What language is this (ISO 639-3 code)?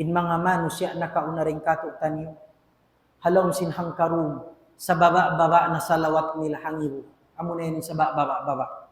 tsg